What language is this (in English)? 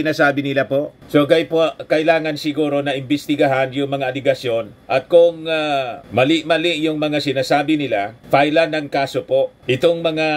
Filipino